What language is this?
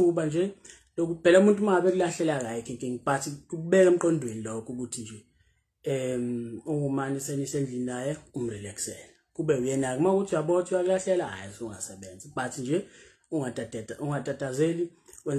Zulu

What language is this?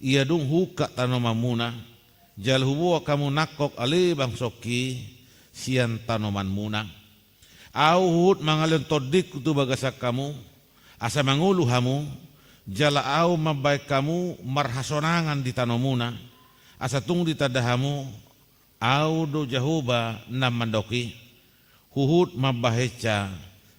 Batak Toba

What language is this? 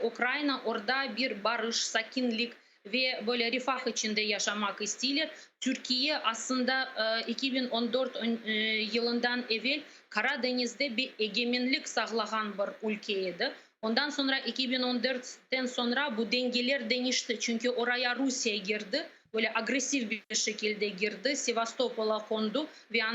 Crimean Tatar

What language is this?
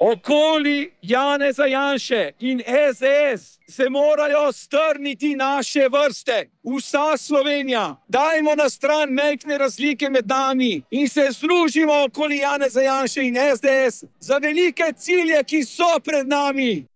Slovenian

